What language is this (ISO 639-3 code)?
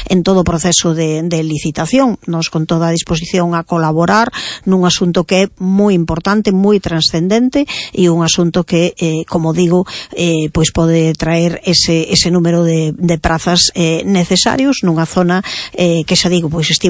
glg